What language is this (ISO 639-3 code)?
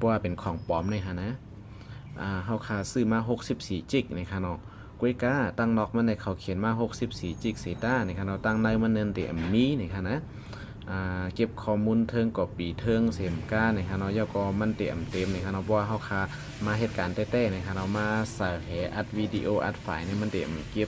shn